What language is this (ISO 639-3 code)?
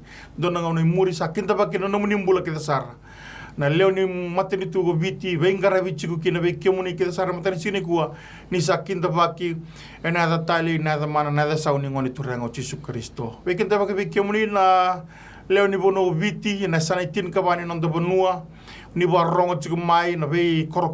fij